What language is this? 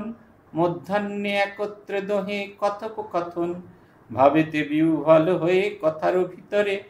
Bangla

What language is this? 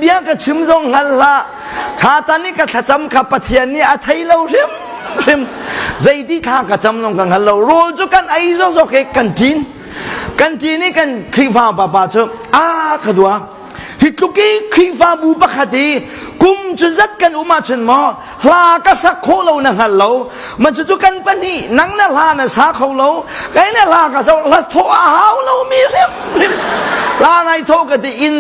Hakha Chin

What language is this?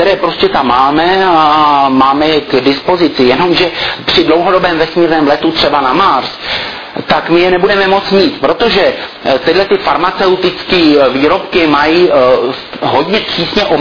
Czech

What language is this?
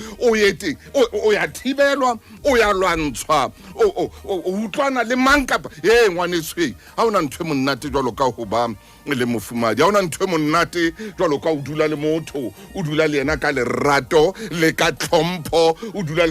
Southern Sotho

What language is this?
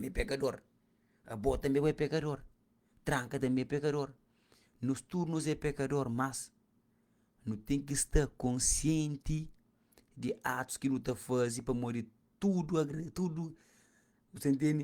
Kabuverdianu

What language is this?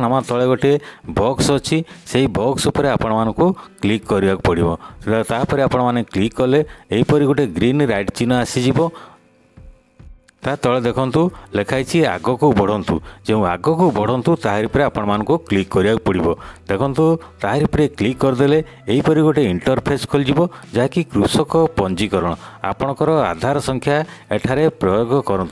Odia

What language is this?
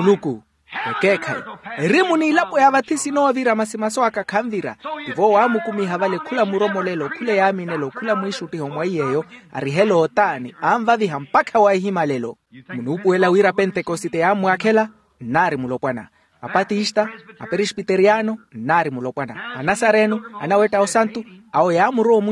Makhuwa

